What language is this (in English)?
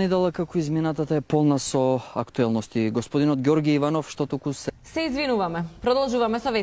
Macedonian